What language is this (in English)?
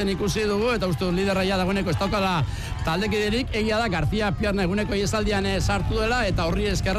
Basque